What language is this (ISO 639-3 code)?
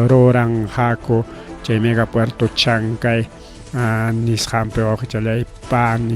quy